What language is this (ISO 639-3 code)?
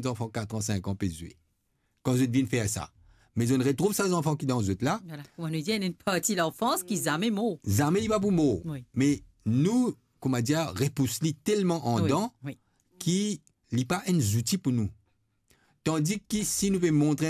mfe